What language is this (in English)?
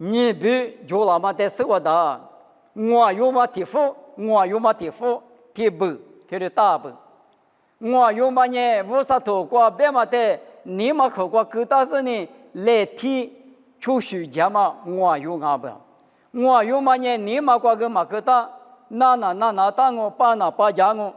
Lisu